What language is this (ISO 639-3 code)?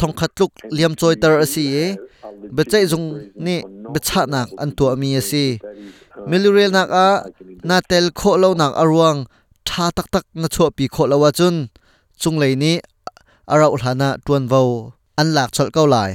cnh